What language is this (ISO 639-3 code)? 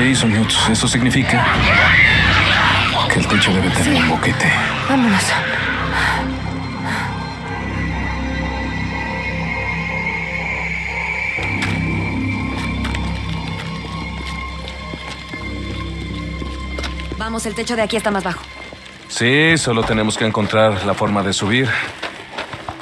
spa